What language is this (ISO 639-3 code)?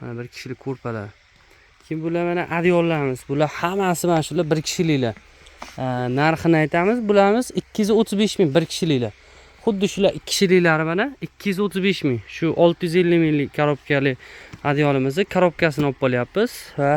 uzb